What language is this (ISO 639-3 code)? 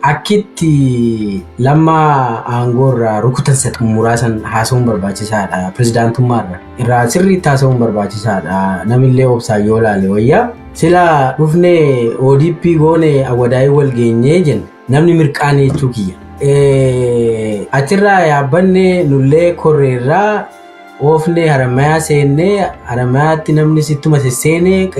orm